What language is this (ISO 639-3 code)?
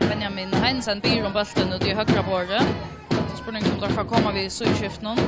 fao